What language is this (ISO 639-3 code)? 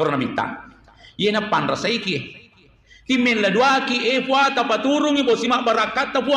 bug